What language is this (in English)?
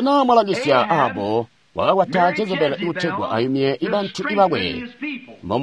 Tonga (Zambia)